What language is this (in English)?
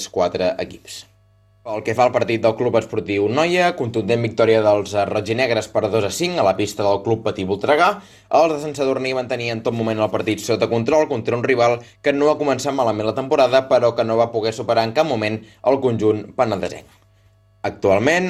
Catalan